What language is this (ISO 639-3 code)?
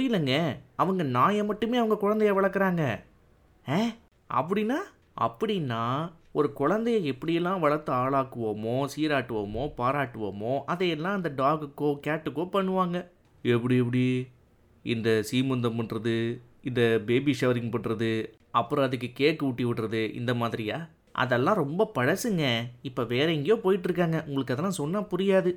tam